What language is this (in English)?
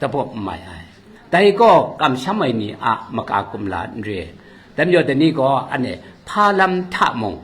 Kachin